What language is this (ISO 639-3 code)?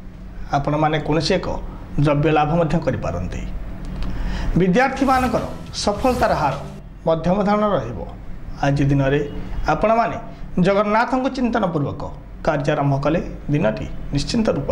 ori